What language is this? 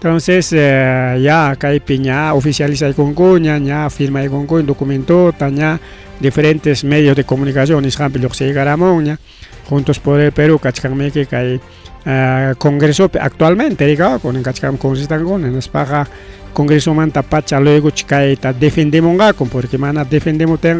Ayacucho Quechua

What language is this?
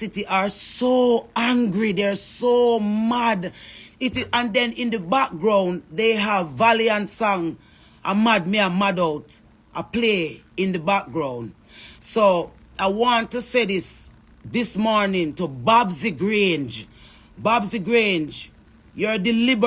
Jamaican Creole English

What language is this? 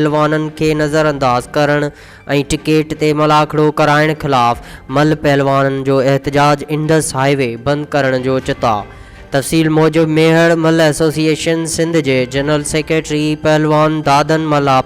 Sindhi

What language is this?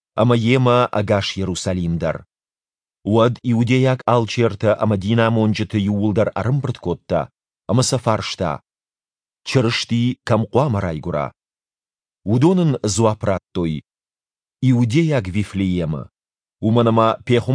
Ossetic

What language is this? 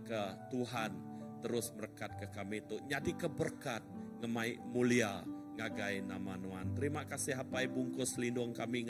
Iban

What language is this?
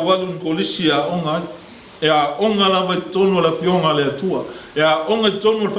Samoan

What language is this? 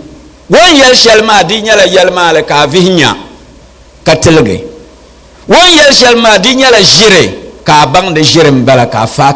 Dagbani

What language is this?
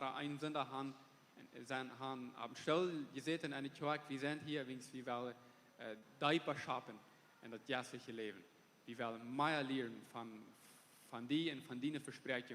Plautdietsch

